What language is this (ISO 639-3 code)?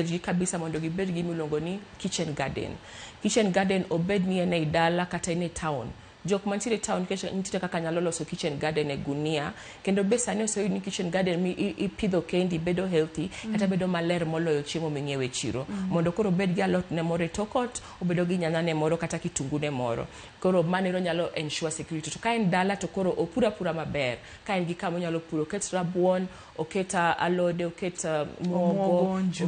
luo